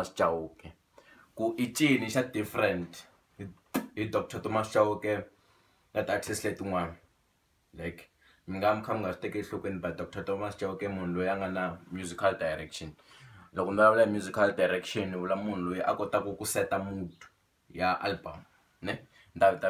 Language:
Tsonga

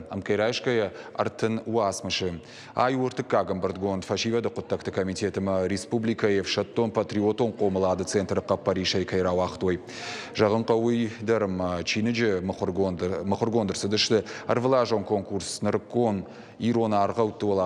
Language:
Ossetic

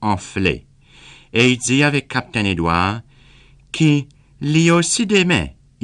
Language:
Seselwa Creole French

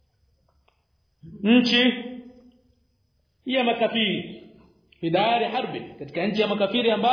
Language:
Swahili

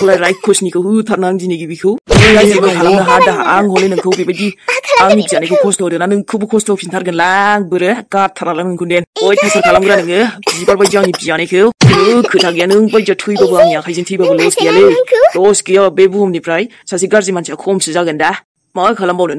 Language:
Bodo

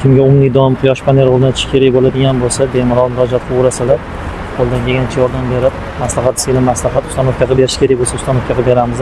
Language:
Uzbek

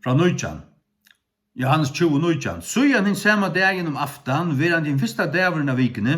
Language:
Faroese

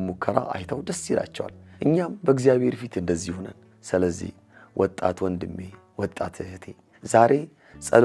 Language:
Amharic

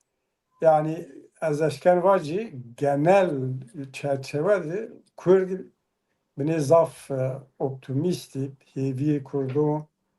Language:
Zaza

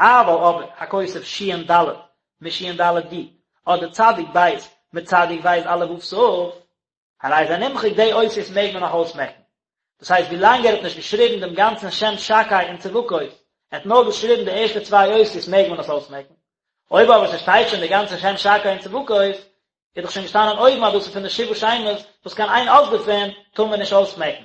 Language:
Yiddish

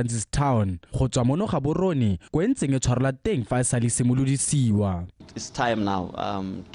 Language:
Tswana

